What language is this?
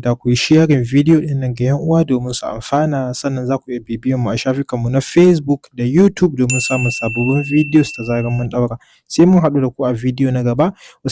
Hausa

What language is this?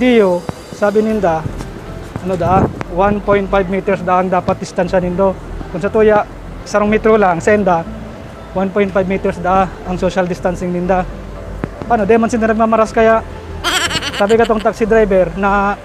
Bikol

